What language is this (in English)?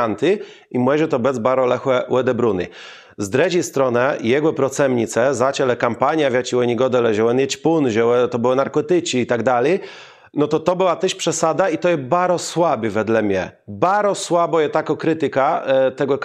Kashubian